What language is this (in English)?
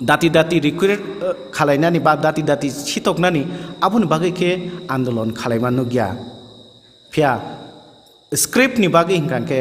Kok Borok